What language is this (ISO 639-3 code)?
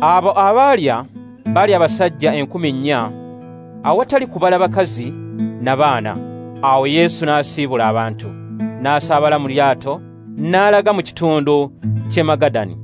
lug